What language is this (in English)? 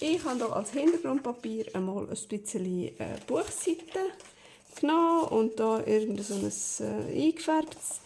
Swiss German